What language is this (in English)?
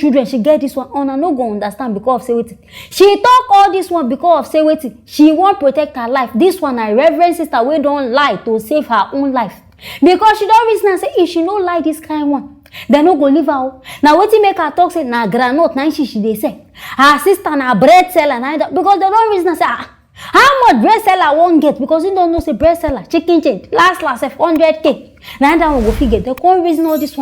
Nigerian Pidgin